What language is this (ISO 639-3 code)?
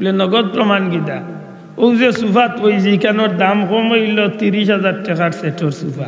syl